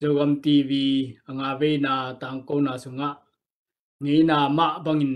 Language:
Tedim Chin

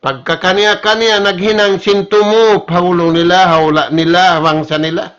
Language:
Tausug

